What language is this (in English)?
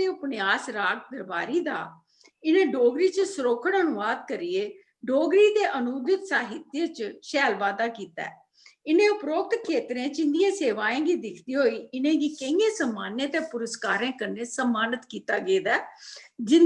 Dogri